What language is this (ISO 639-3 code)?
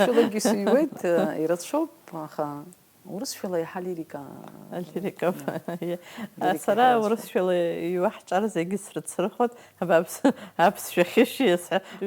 abk